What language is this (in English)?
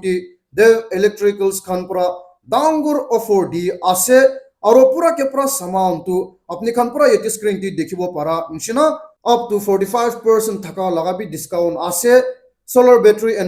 Naga Pidgin